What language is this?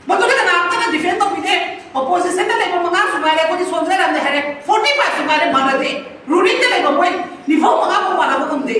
Manipuri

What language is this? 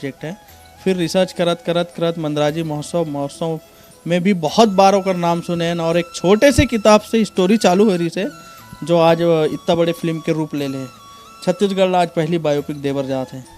Chhattisgarhi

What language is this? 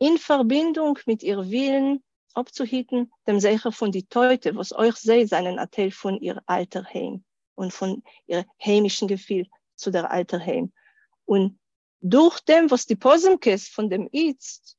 Yiddish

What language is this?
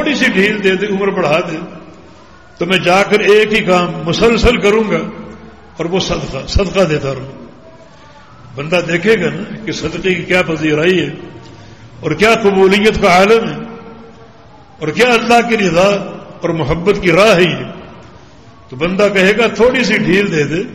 Urdu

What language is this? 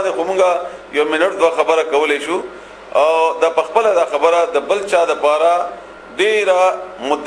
Pashto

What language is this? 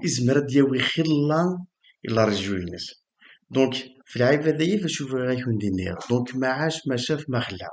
Kabyle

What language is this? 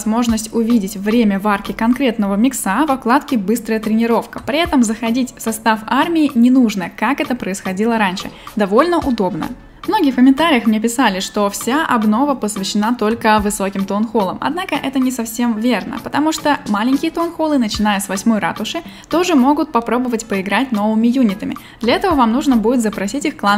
Russian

